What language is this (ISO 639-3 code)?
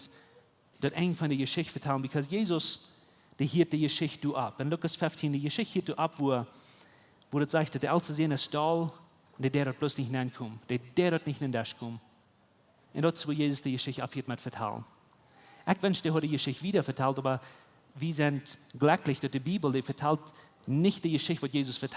pdt